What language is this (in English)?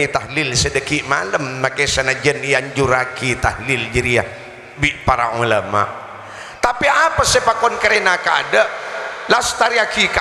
Madurese